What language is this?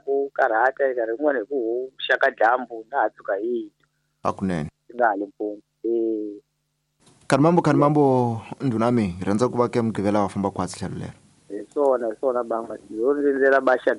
Tsonga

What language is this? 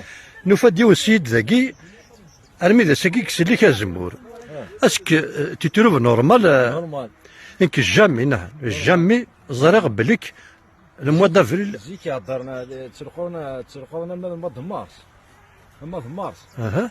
Kabyle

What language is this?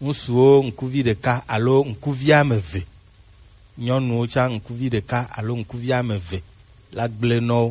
Gen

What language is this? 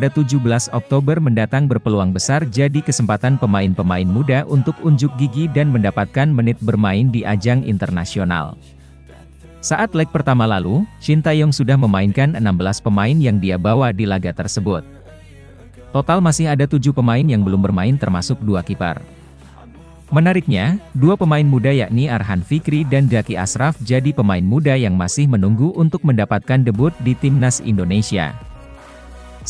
Indonesian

